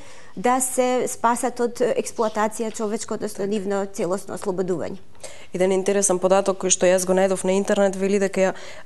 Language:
Macedonian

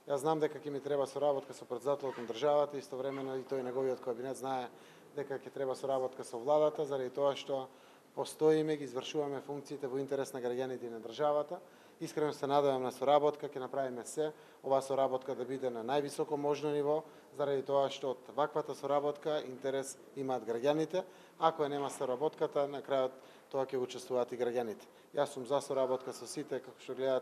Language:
Macedonian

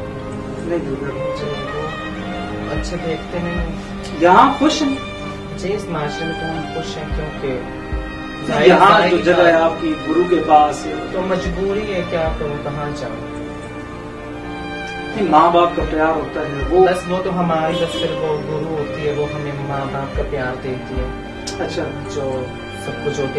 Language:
Urdu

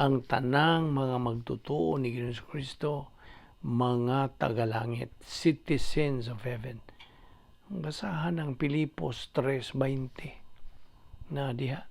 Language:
Cebuano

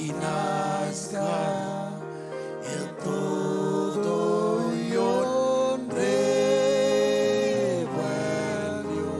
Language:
Marshallese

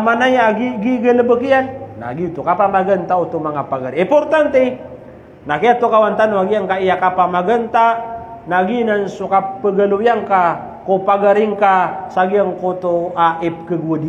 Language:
Maranao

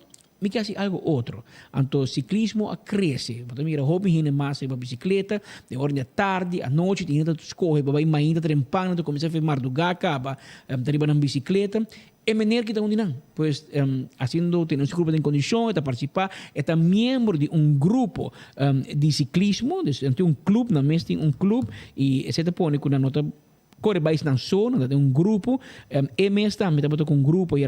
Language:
Papiamento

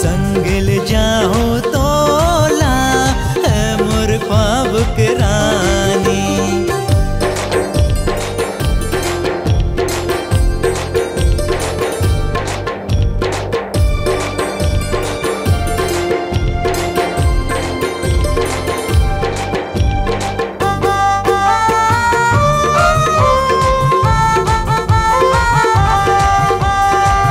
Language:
Chhattisgarhi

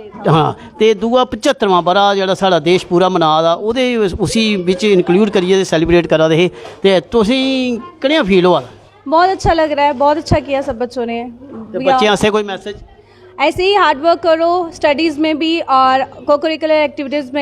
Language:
Dogri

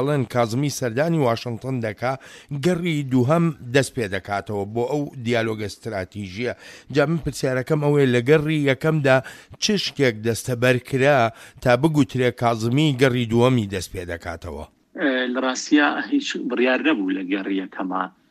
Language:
Central Kurdish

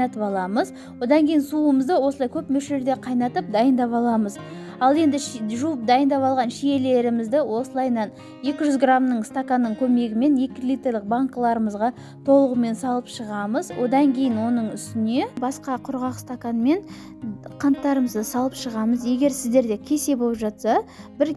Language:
Kazakh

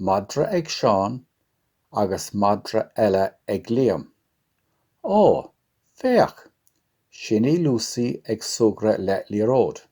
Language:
Irish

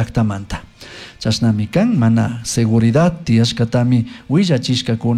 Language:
Chimborazo Highland Quichua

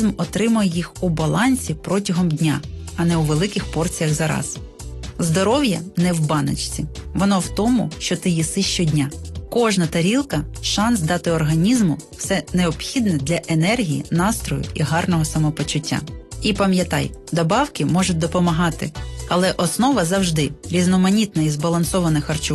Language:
Ukrainian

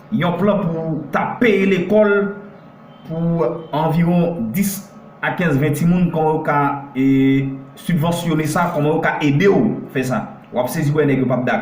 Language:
Haitian Creole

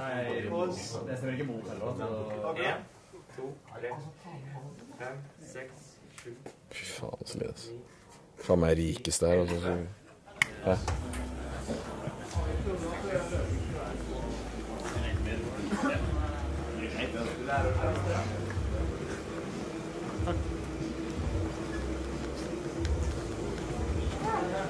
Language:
Norwegian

